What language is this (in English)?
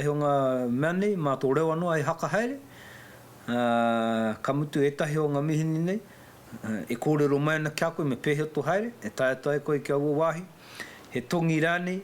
Māori